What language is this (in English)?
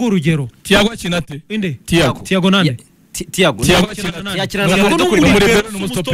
Kinyarwanda